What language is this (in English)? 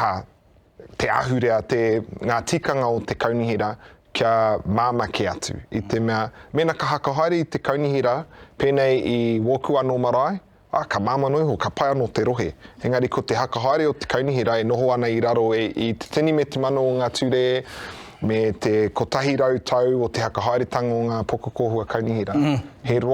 Māori